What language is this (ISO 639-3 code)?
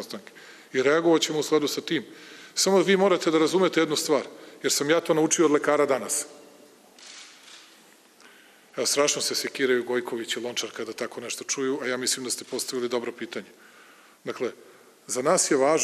srp